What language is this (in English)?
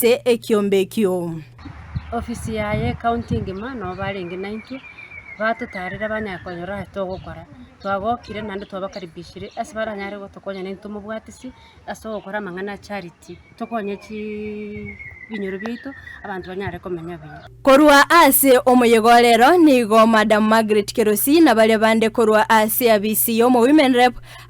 Gusii